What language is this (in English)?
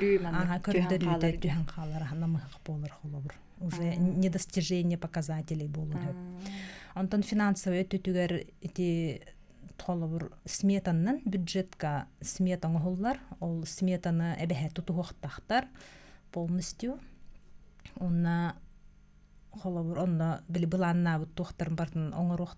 Yakut